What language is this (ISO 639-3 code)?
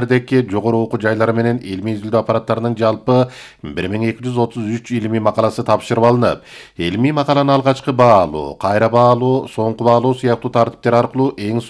kir